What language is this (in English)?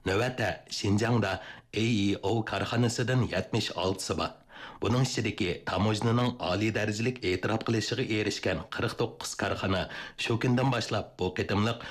Uyghur